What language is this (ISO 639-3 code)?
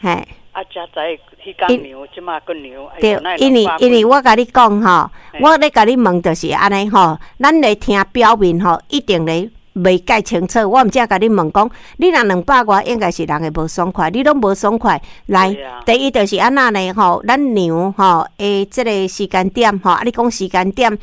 nan